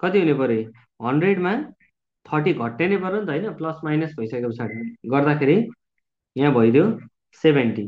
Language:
Nepali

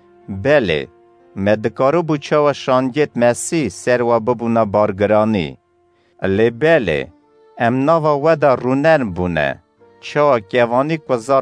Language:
Kurdish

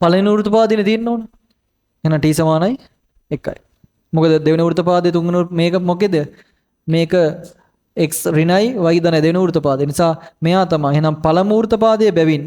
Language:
Sinhala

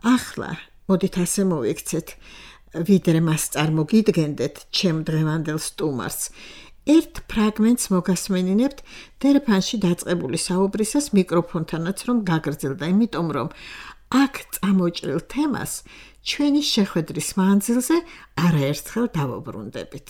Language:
Georgian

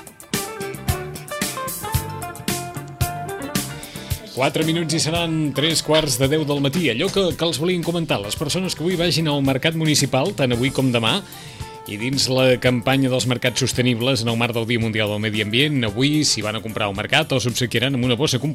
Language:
Catalan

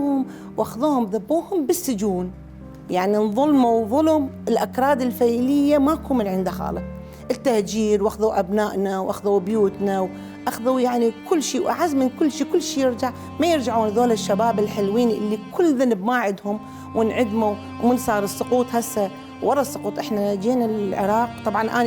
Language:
Mesopotamian Arabic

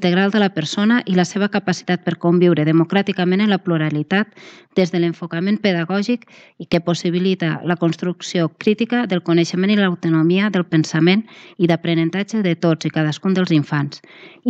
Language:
Catalan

